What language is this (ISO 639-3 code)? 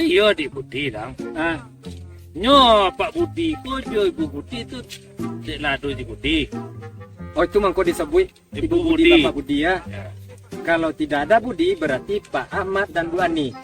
min